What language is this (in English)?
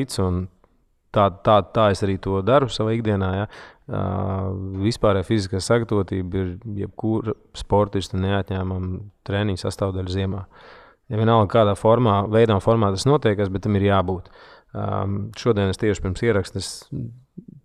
Latvian